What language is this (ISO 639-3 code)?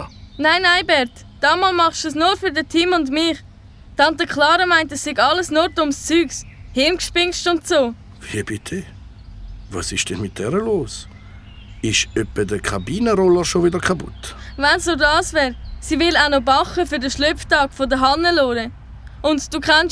gsw